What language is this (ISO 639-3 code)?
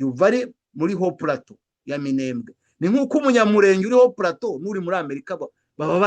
kin